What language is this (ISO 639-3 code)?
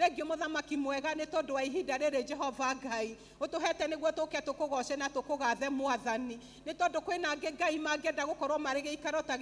kik